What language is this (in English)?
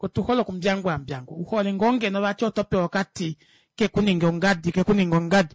Kuanyama